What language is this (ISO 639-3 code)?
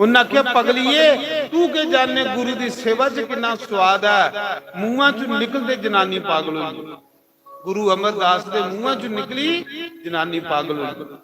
doi